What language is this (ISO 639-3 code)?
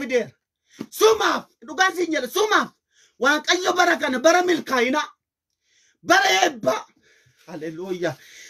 orm